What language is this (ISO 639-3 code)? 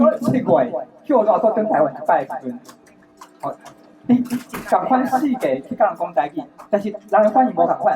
nan